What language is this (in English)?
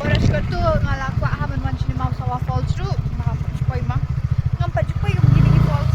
Khasi